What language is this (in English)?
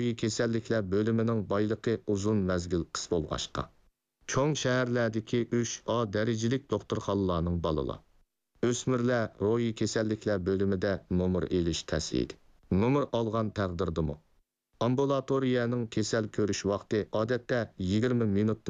Uyghur